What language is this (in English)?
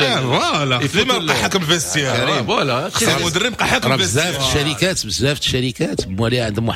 Moroccan Arabic